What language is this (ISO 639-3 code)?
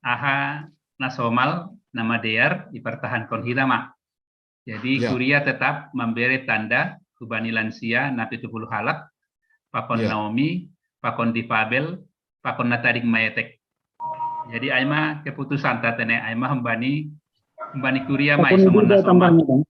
bts